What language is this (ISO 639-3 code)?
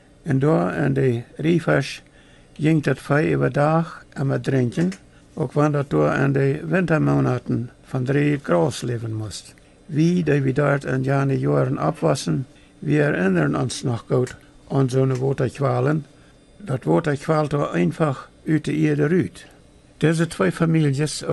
pdt